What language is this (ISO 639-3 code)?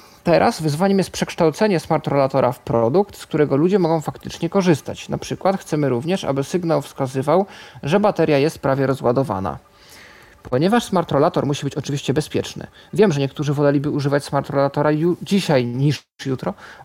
pol